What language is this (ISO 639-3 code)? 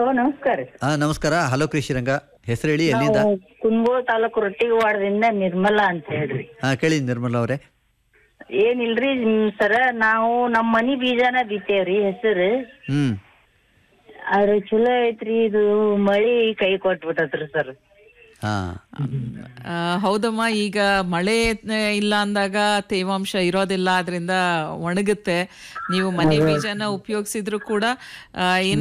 kan